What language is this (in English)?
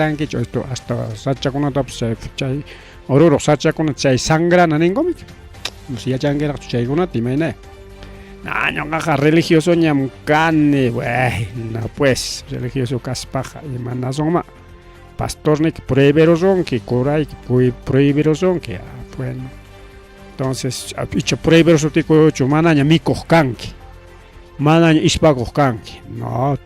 Ayacucho Quechua